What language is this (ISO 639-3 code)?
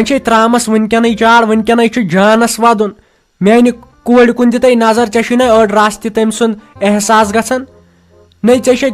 kas